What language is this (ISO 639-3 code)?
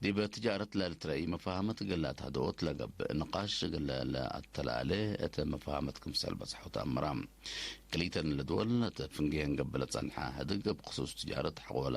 tig